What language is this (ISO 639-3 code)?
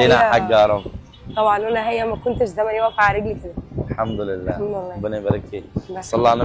arz